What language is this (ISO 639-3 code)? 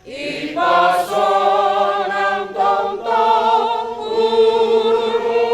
bts